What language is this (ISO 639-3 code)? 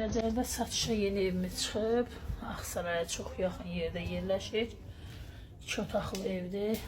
aze